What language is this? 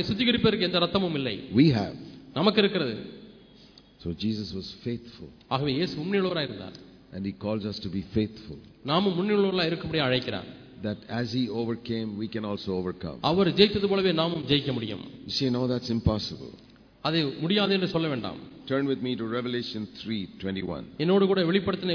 Tamil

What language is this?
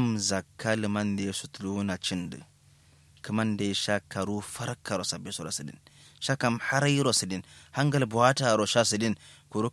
Kanuri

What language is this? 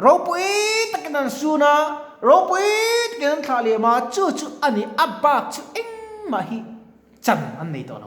Mizo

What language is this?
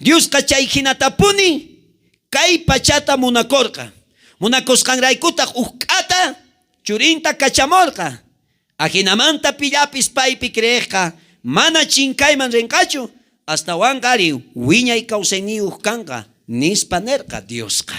South Bolivian Quechua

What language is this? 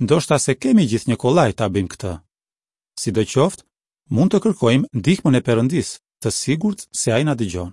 Albanian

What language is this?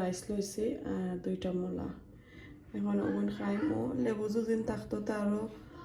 Sylheti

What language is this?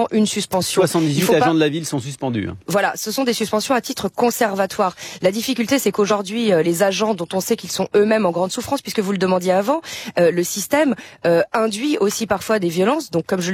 French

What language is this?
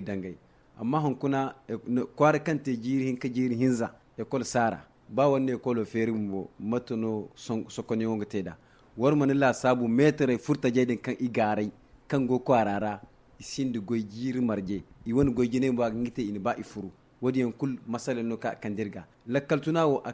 Zarma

